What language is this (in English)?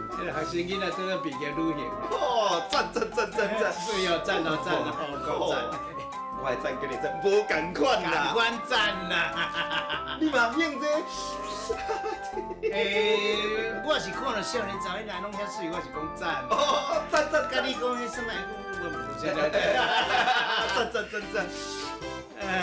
Min Nan Chinese